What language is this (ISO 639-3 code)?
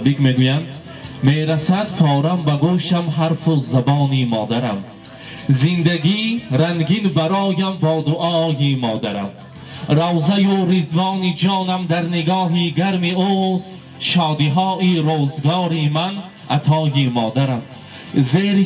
tgk